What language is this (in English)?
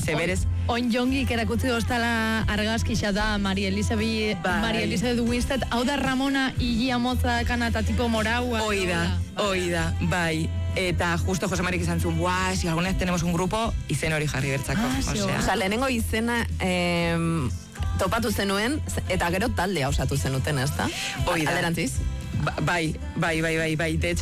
Basque